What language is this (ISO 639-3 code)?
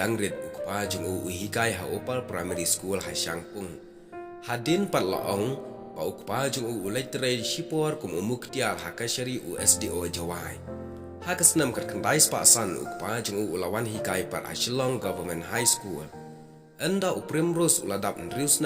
kha